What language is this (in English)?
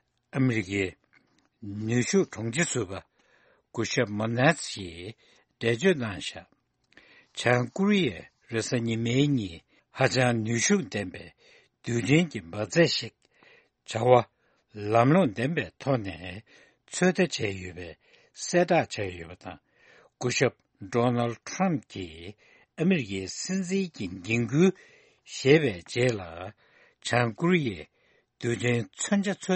Tibetan